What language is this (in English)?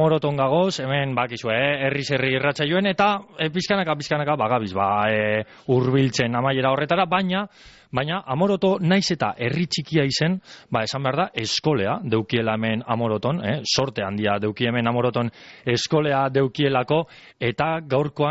Basque